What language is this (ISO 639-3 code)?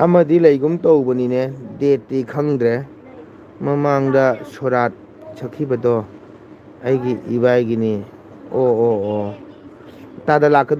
mni